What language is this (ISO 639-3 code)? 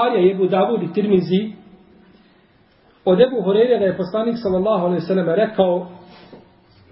bos